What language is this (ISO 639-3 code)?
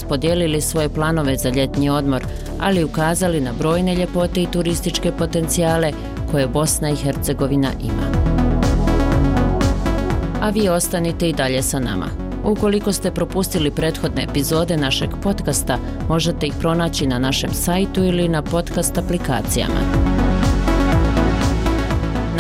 bos